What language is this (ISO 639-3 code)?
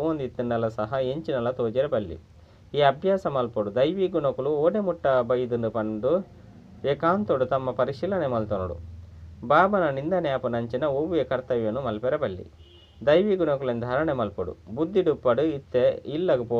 tcy